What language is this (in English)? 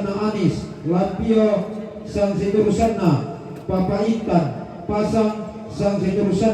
Toraja-Sa'dan